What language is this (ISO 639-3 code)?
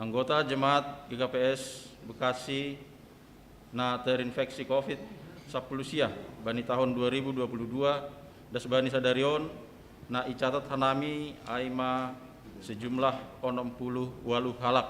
bts